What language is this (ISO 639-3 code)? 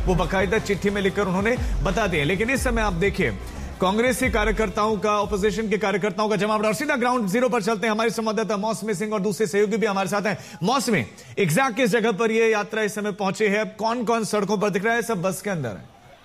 hin